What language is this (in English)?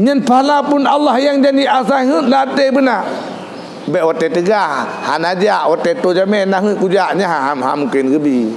Achinese